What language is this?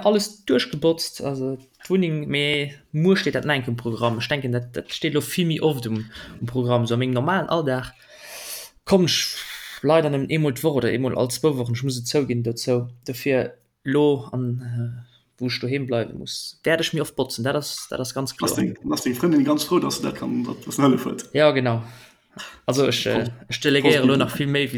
Luxembourgish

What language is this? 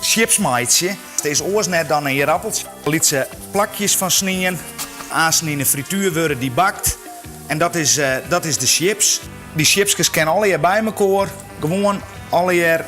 Western Frisian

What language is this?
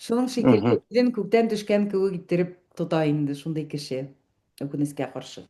Bashkir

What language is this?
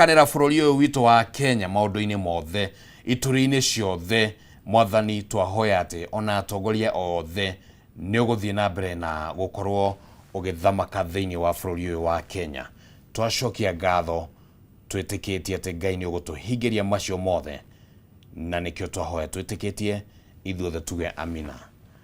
Kikuyu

